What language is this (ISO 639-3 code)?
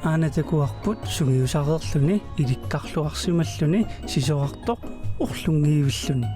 kal